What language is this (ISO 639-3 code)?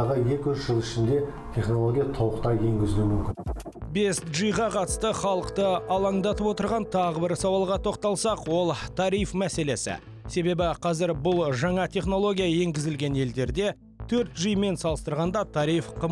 kaz